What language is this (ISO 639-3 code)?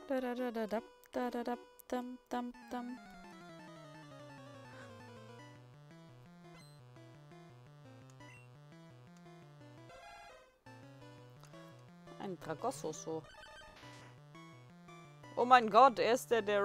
deu